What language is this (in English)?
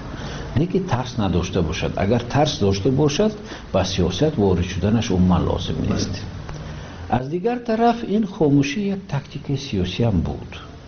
Tajik